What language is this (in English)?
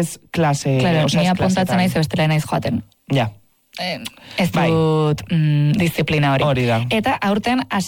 Basque